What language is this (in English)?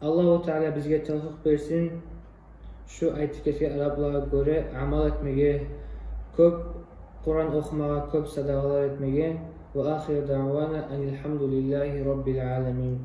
Kumyk